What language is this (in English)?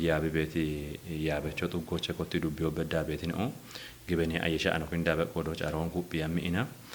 Kafa